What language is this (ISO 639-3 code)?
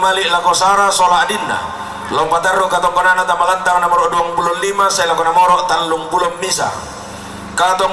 sda